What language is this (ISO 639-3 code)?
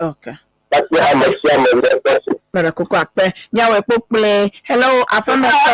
ewe